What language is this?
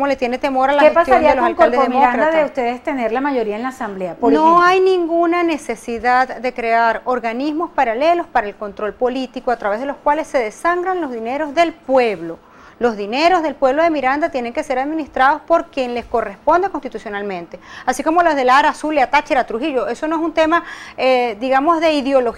Spanish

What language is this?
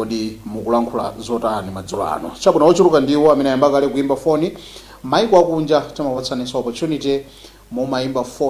Nyanja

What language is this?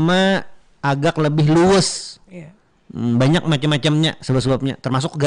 Banjar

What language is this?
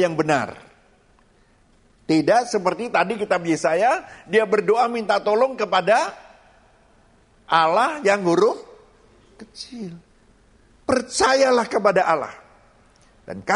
Indonesian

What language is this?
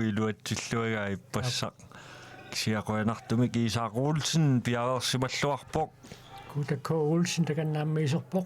Kalaallisut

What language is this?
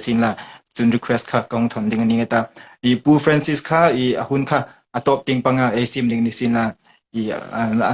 Hmar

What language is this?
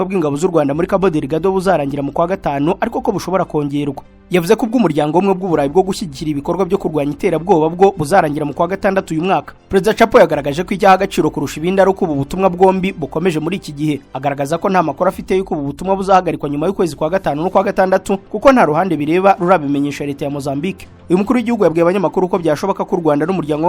Kinyarwanda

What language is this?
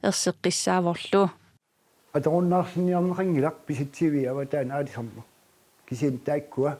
Kalaallisut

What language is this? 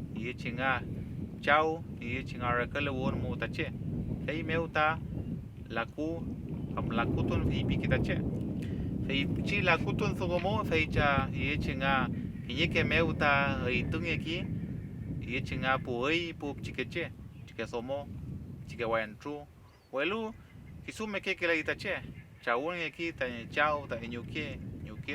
Mapuche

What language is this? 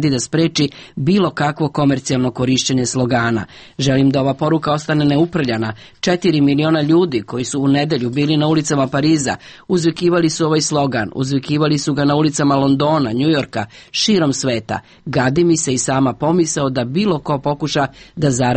Serbian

